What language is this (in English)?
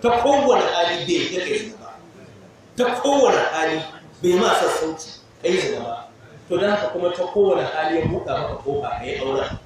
Hausa